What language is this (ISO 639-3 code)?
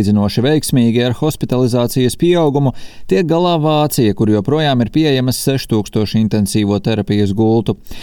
lav